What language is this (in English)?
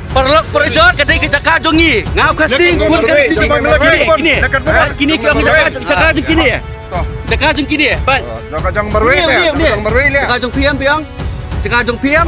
Khasi